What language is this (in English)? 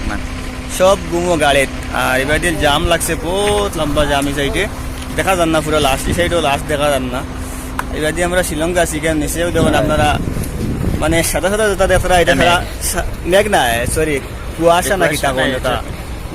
Sylheti